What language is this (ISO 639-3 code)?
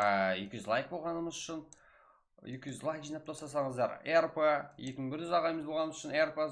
kaa